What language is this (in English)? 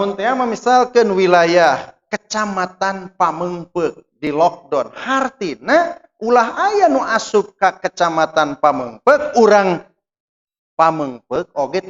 Sundanese